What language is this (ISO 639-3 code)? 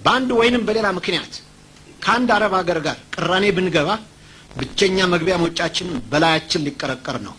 amh